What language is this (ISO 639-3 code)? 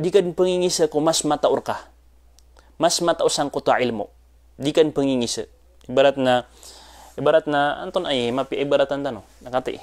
mrw